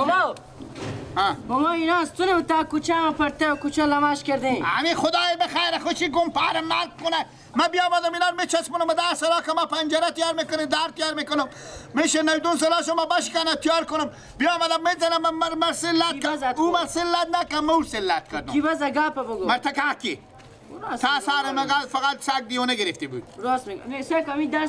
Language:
Persian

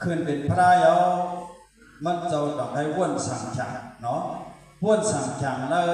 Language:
Shan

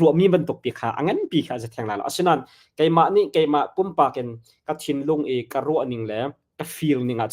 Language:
Hakha Chin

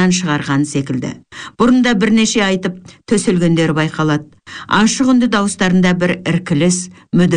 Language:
Kazakh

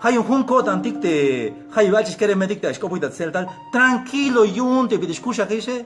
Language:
Tzeltal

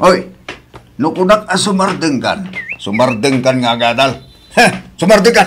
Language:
Iloko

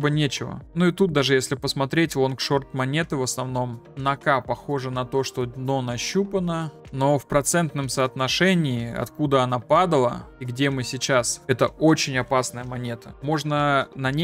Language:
Russian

